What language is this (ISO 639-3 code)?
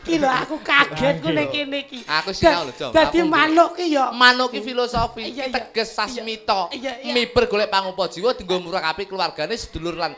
jav